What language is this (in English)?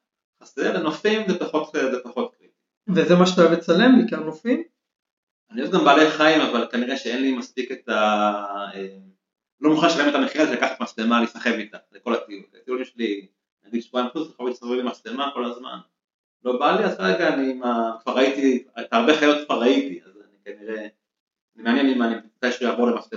Hebrew